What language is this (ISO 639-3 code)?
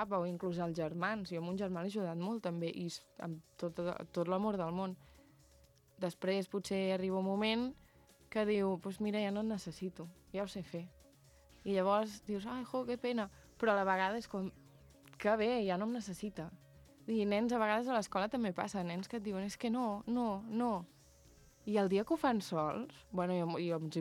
cat